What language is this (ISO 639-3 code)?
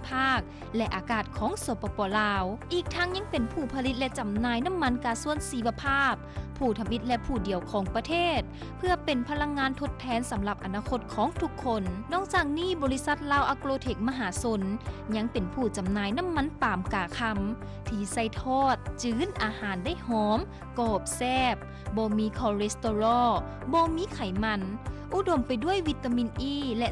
lao